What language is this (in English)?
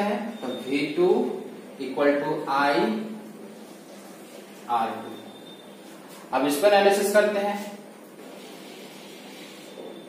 Hindi